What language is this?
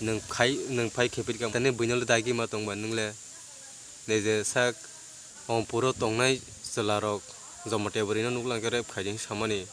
Kok Borok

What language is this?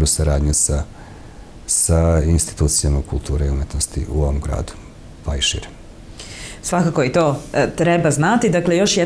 Serbian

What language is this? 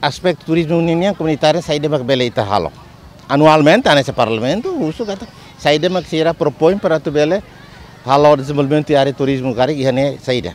Tetum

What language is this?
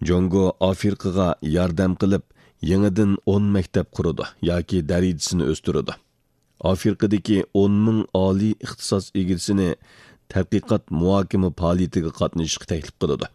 Uyghur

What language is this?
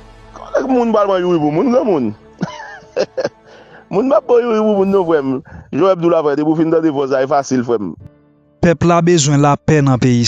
Haitian Creole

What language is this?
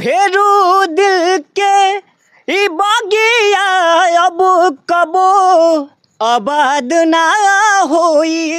Bhojpuri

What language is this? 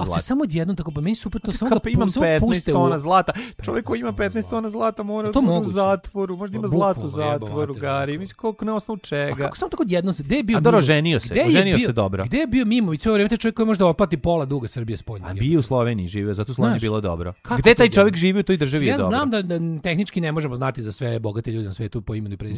Serbian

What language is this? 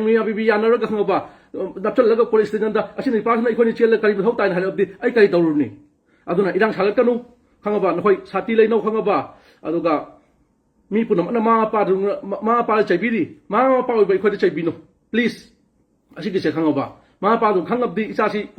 Manipuri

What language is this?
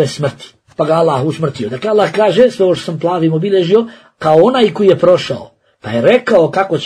Bosnian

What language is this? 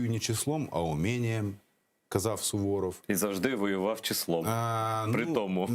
Crimean Tatar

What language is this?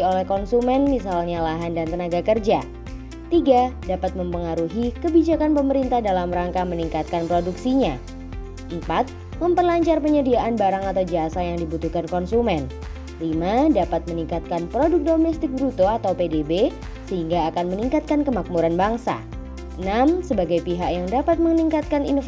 Indonesian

